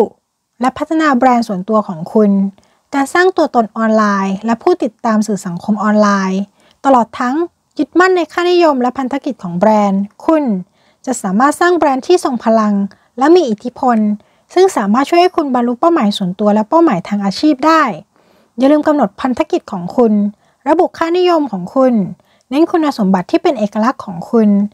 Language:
Thai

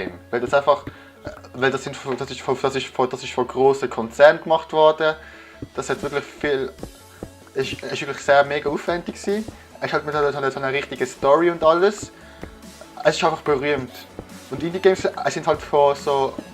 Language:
Swiss German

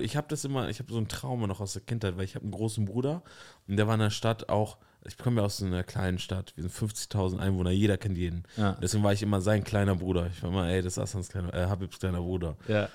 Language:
German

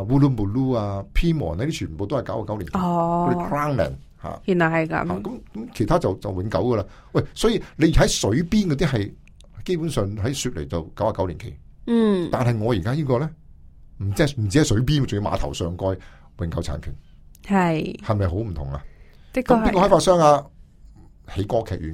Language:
Cantonese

